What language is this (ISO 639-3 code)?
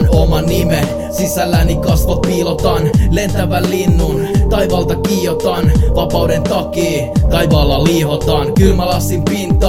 fin